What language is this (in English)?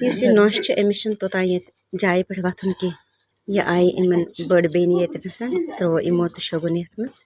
Kashmiri